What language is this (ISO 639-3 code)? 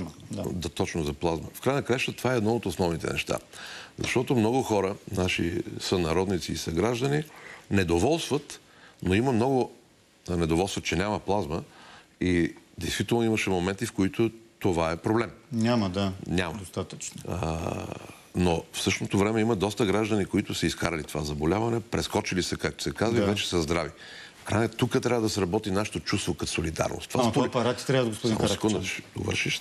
bul